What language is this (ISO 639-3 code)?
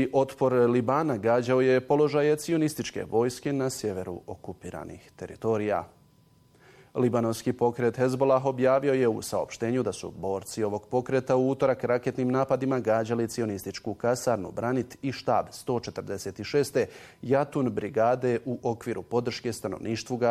bos